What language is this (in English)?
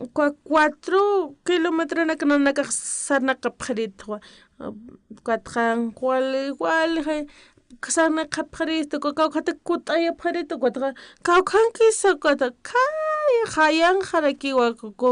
Aymara